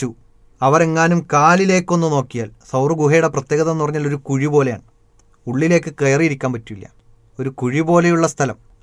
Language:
Malayalam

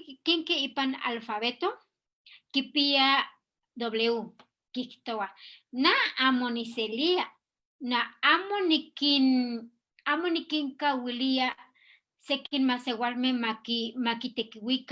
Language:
Eastern Huasteca Nahuatl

